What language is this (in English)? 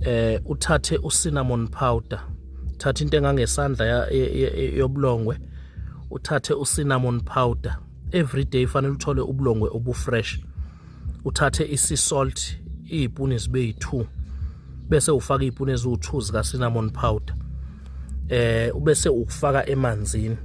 Zulu